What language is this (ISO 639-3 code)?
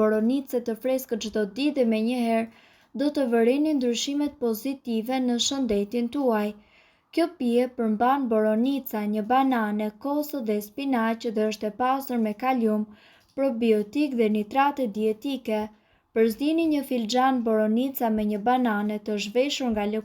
sqi